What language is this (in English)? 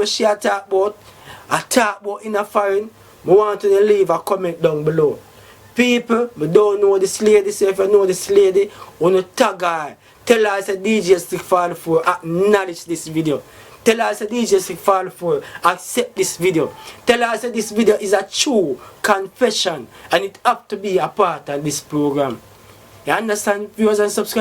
Jamaican Creole English